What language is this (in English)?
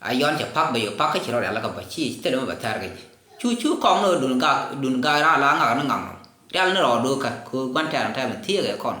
Nuer